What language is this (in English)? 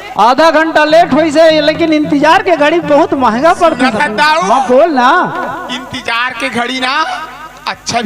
Chhattisgarhi